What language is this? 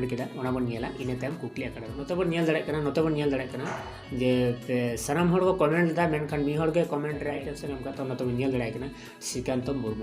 Santali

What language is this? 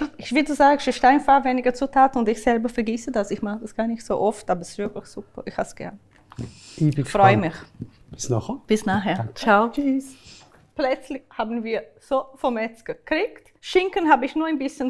Swiss German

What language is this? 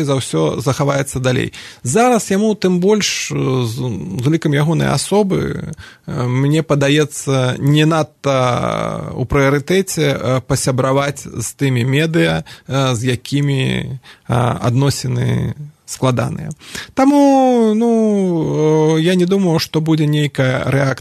Belarusian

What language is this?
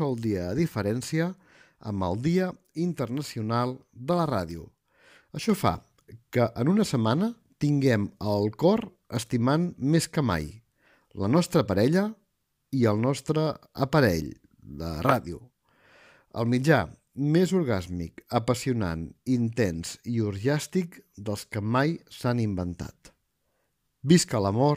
Catalan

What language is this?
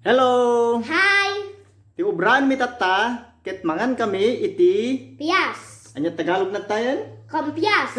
Iloko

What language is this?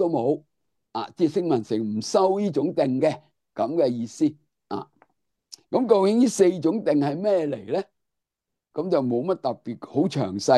Cantonese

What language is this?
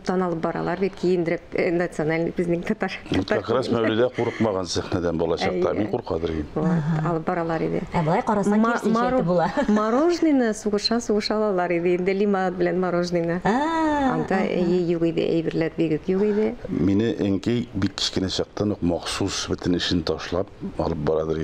Tatar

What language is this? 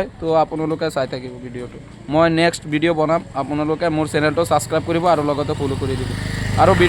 Assamese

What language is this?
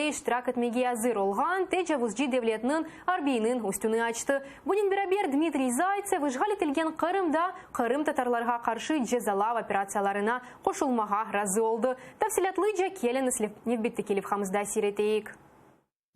Crimean Tatar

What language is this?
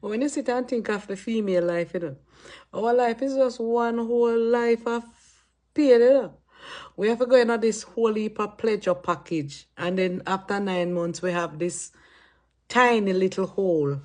Jamaican Creole English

